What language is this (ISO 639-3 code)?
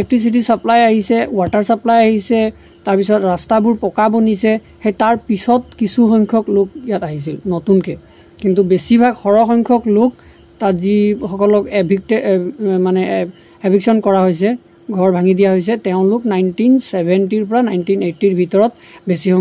asm